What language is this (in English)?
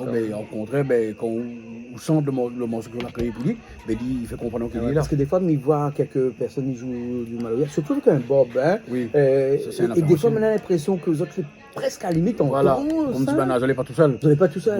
Réunion Creole French